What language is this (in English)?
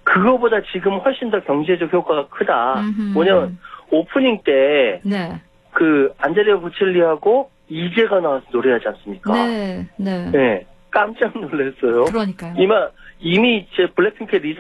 Korean